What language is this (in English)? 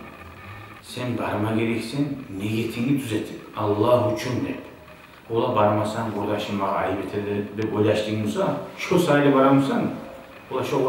Kumyk